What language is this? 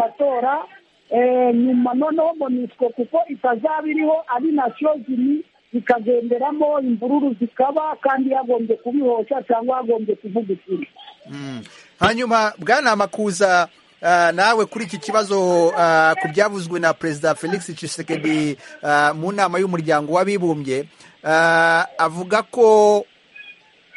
Kinyarwanda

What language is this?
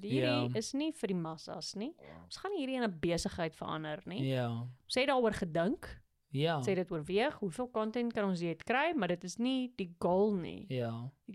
Afrikaans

